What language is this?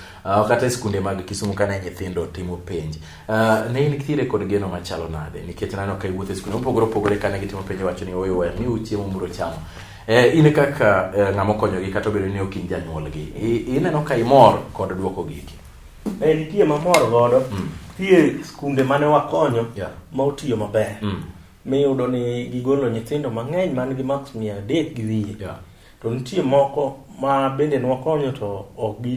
Luo (Kenya and Tanzania)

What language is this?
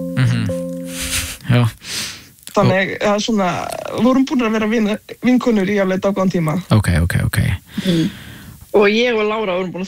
Icelandic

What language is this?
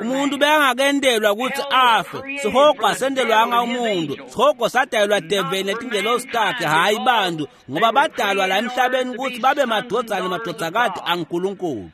Swati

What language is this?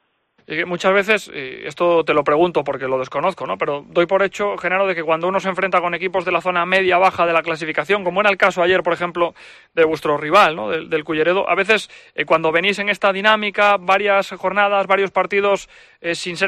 Spanish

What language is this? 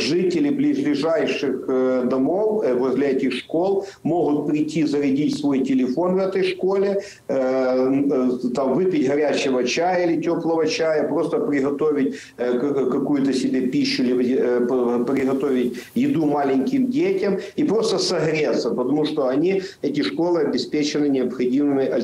Russian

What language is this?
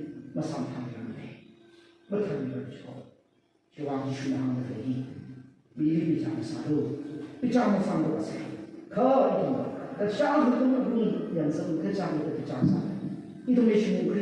Tangkhul Naga (India)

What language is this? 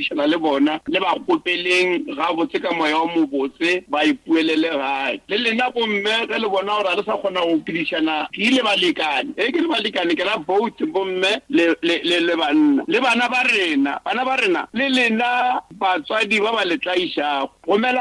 Northern Sotho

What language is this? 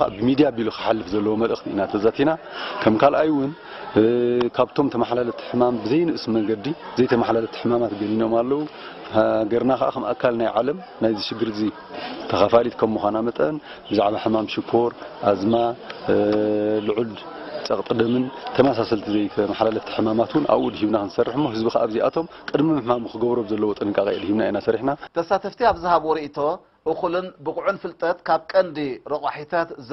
Tigrinya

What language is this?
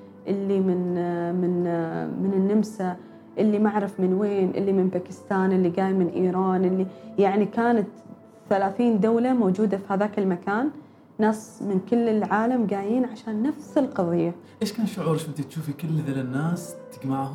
Gulf Arabic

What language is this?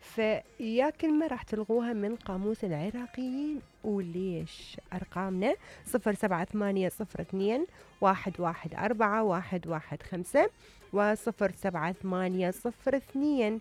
Mesopotamian Arabic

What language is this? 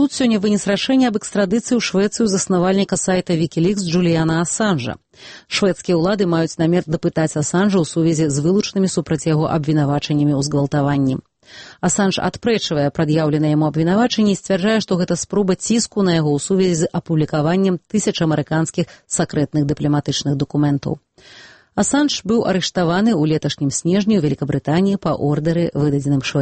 Belarusian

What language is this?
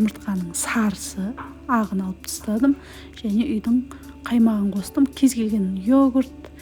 Kazakh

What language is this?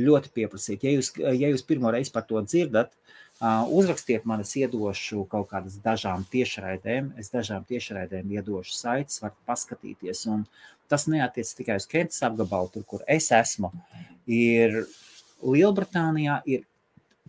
Latvian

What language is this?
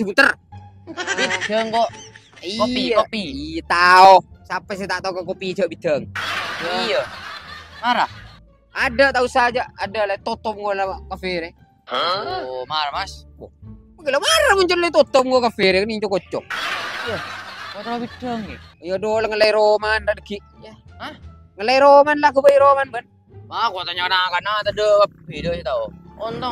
Madurese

